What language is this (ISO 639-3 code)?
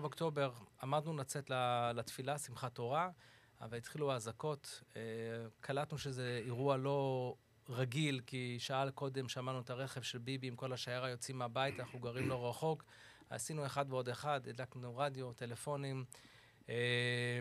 heb